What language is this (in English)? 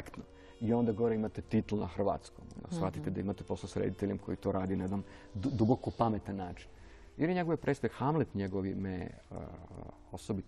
Serbian